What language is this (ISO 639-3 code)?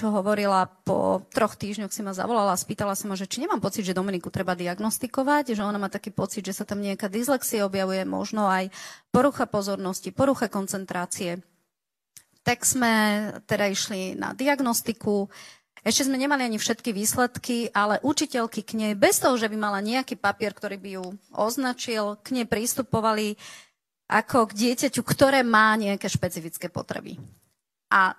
slk